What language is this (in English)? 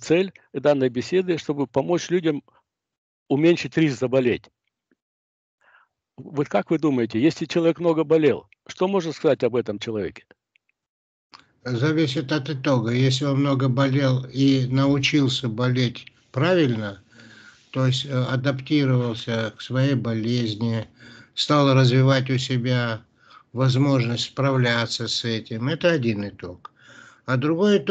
Russian